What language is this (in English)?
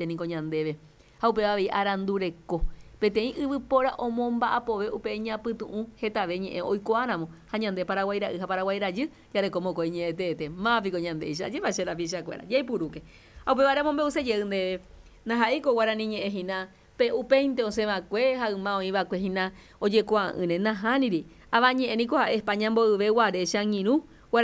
Guarani